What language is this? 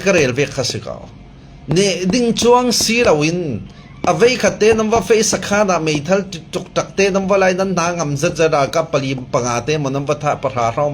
Falam Chin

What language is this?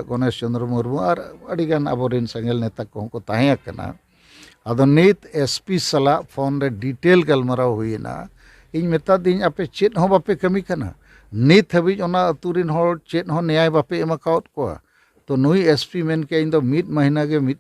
Santali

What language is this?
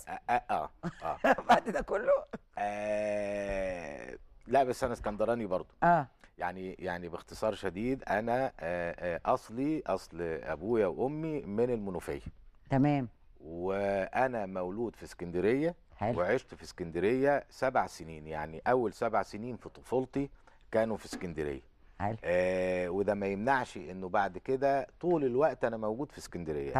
Egyptian Arabic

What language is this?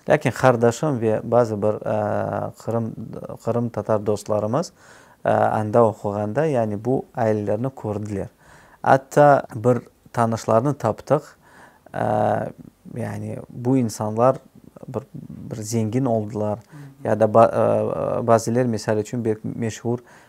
Crimean Tatar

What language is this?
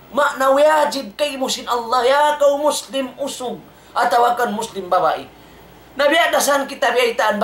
Tausug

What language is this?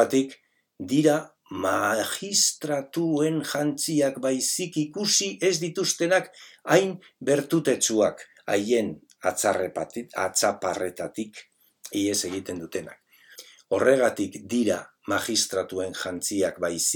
Basque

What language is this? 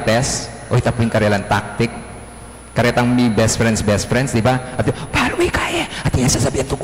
Pampanga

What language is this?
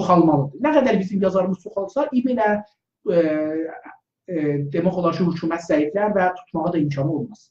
South Azerbaijani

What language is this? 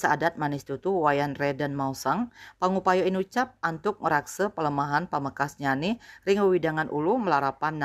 Balinese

